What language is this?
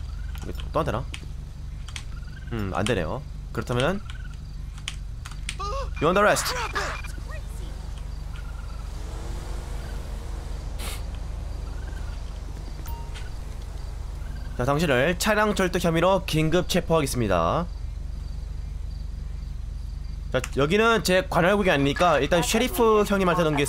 Korean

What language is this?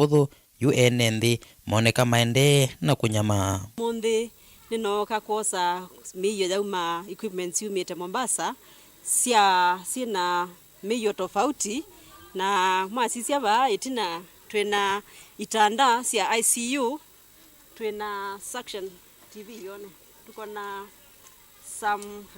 Kamba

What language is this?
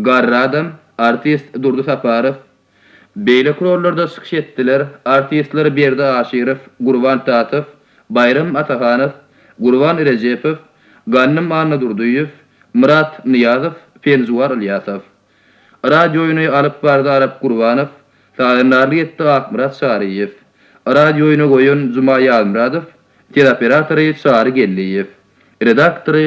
Turkmen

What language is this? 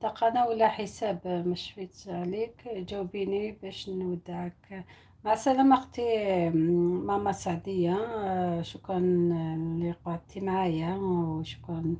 Algerian Arabic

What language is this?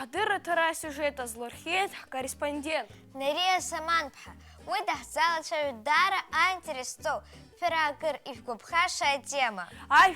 Abkhazian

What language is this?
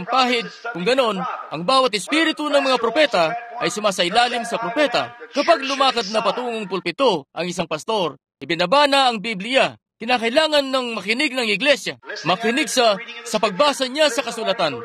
Filipino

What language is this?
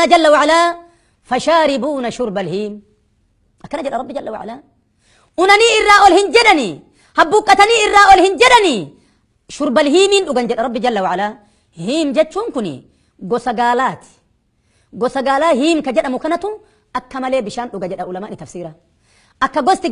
Oromo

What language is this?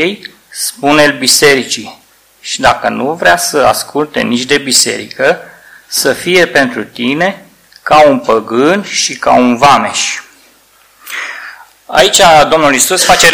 Romanian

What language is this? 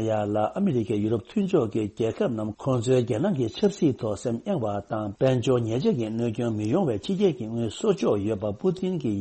Tibetan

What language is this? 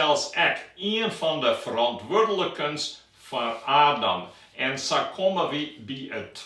Western Frisian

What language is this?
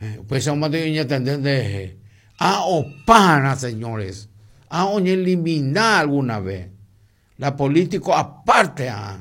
Guarani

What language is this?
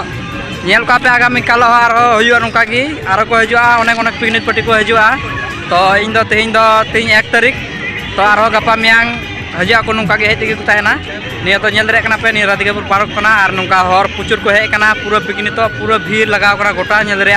Santali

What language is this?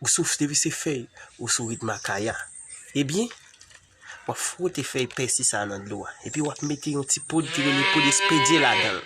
Haitian Creole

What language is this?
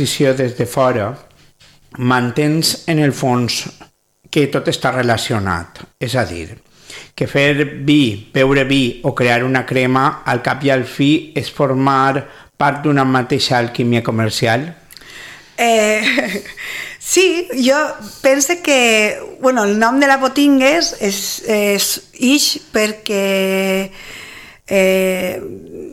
Catalan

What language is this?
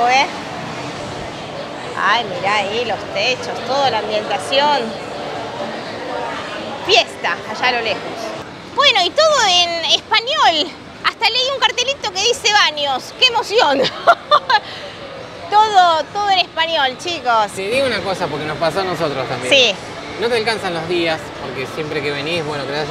Spanish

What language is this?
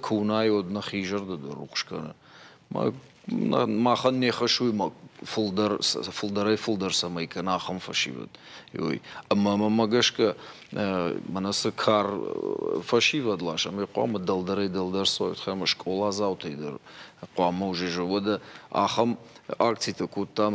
Ossetic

